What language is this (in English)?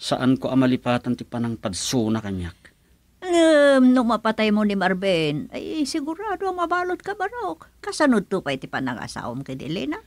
Iloko